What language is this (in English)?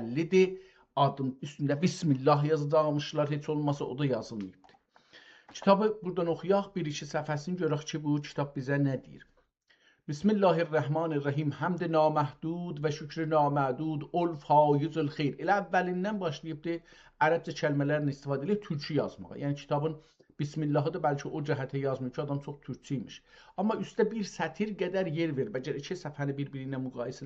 South Azerbaijani